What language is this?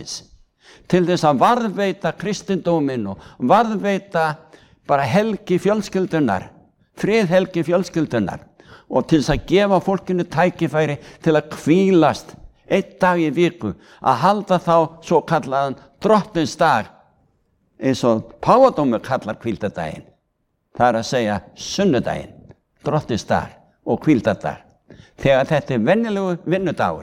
Icelandic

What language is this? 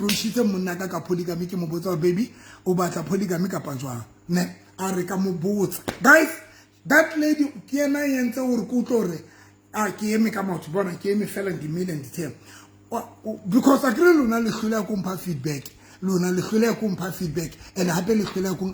Southern Sotho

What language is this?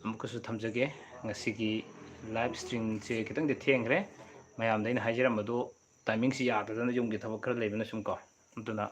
Manipuri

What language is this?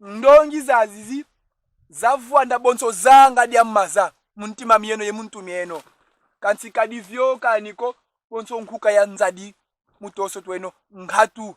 Kongo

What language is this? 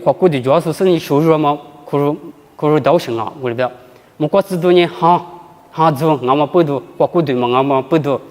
Lisu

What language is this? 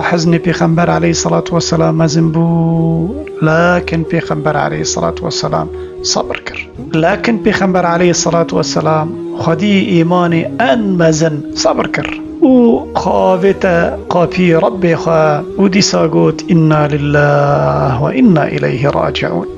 Kurdish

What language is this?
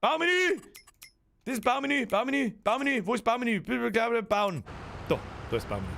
Bavarian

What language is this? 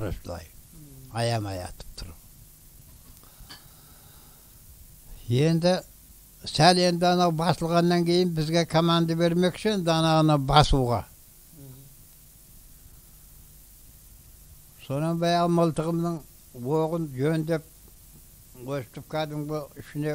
Kazakh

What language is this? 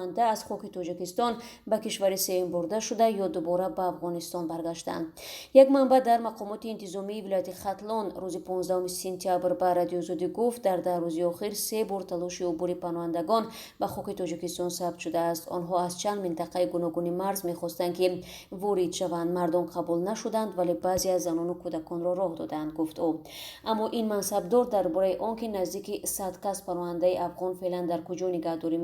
Tajik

